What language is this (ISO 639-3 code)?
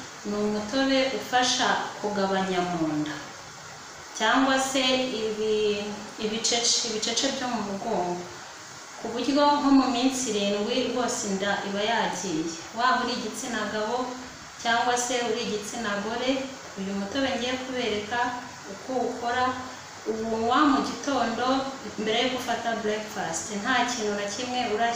kin